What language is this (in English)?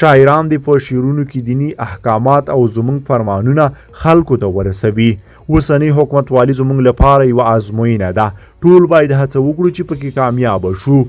Pashto